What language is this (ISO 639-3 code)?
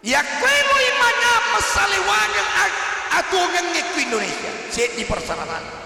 bug